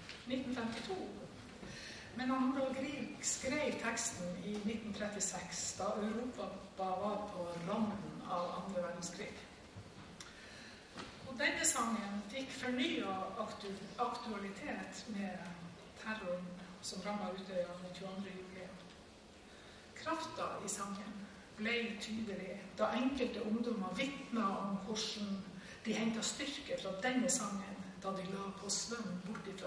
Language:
Norwegian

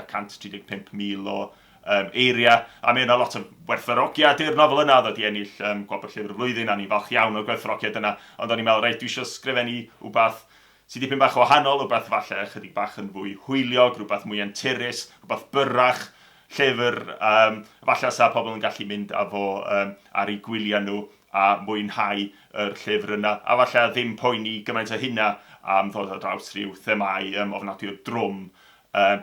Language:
Welsh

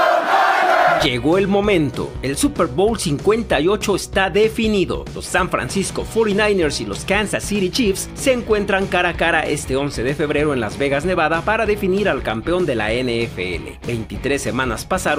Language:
Spanish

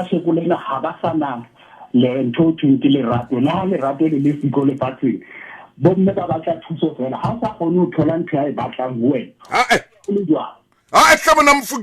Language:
Southern Sotho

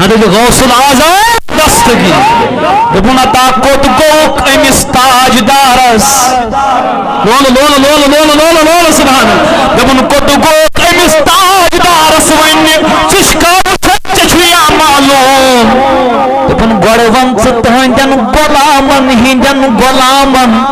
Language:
Kashmiri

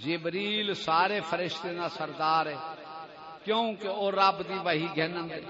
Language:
Saraiki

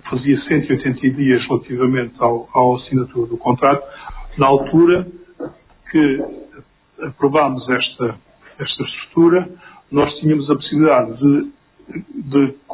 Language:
Portuguese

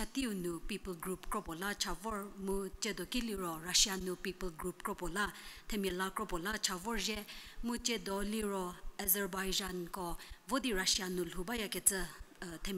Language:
Angami Naga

